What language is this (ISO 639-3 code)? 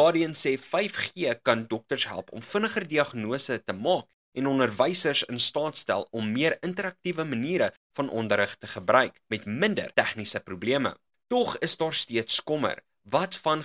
afr